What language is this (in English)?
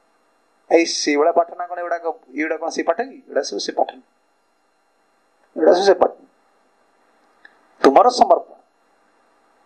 Odia